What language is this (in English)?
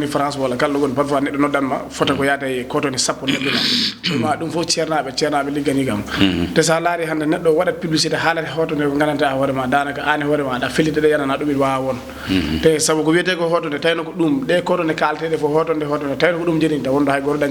Fula